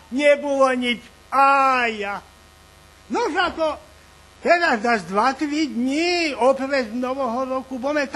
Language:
Rusyn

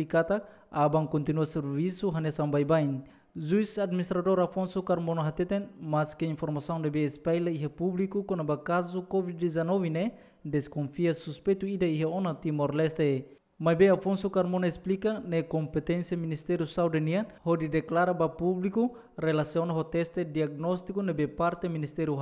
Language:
Tetum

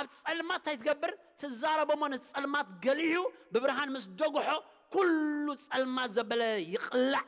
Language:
Tigrinya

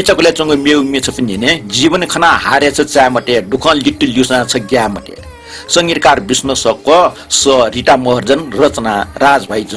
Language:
Newari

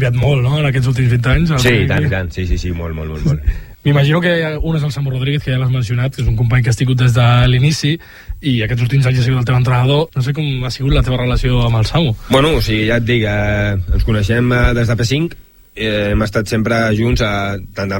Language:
Catalan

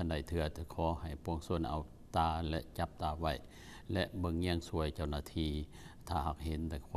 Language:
Lao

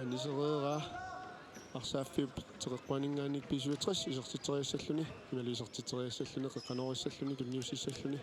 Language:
Kalaallisut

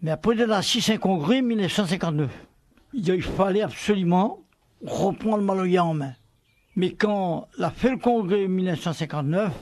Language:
Réunion Creole French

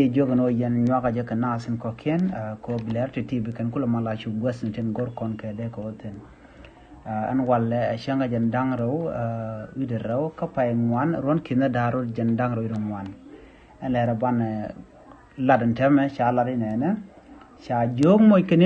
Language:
Nuer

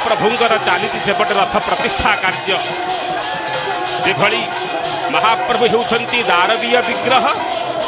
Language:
Odia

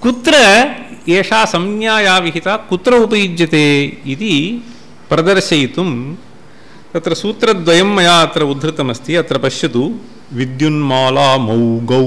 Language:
Sanskrit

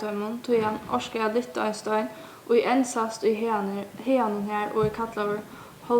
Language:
Faroese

